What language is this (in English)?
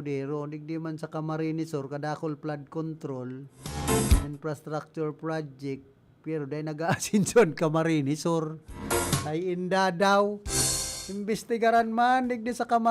Bikol